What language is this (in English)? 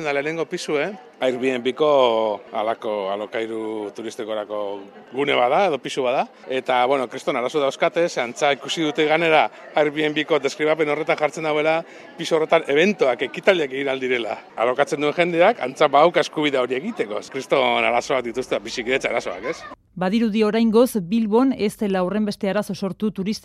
Basque